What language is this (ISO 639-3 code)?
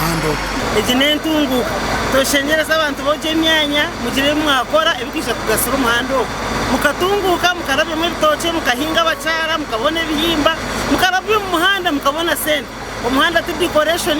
nyn